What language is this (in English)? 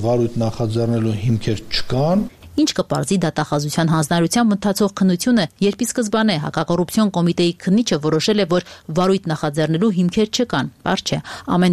Armenian